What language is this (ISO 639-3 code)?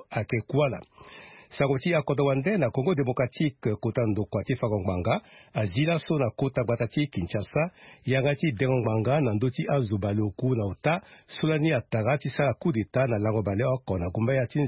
sag